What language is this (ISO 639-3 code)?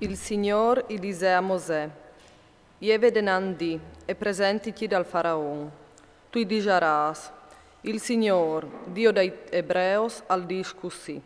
fur